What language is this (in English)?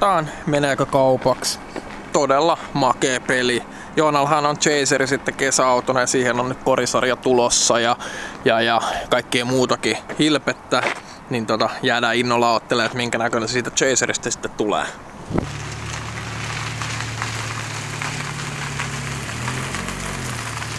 Finnish